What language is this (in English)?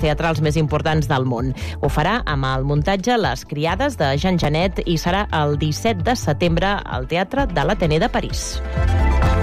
Catalan